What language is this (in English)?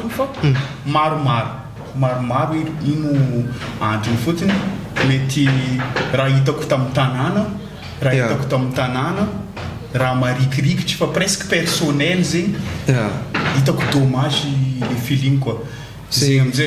Malagasy